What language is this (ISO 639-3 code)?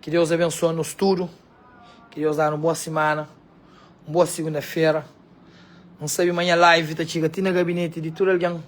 kea